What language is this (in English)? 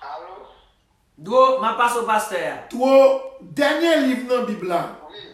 Haitian Creole